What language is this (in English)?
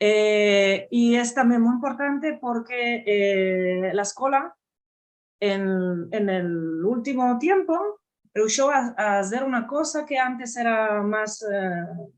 Ladino